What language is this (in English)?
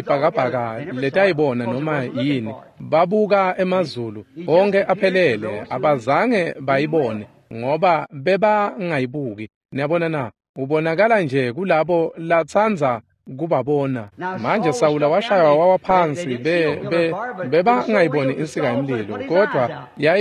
Swati